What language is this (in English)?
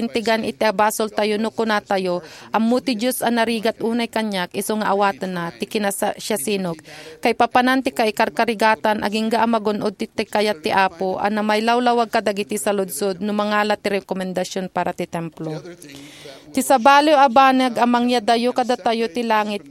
Iloko